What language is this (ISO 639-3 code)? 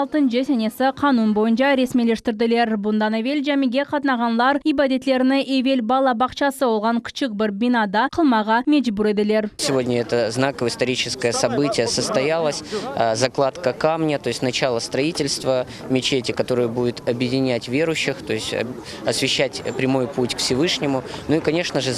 crh